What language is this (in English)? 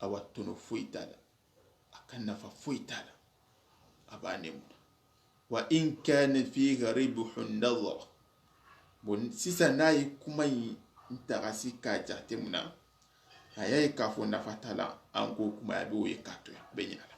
Soninke